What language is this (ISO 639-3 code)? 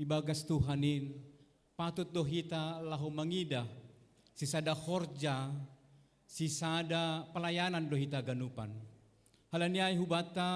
bts